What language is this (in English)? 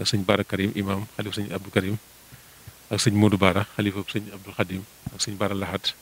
Wolof